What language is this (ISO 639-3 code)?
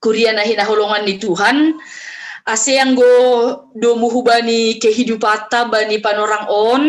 bts